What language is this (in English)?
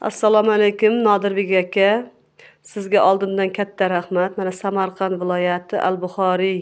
Uzbek